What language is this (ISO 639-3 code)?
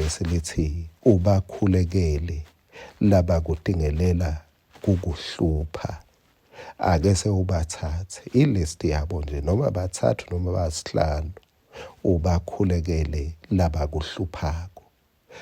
ssw